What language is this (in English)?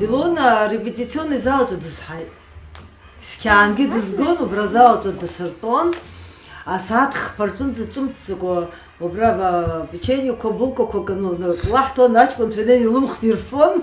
Abkhazian